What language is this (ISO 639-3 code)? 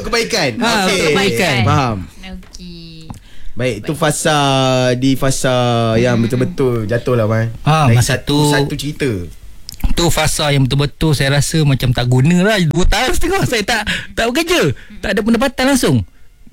msa